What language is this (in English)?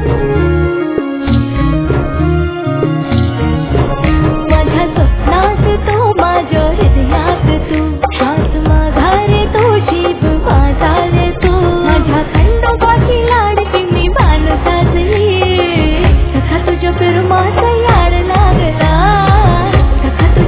Marathi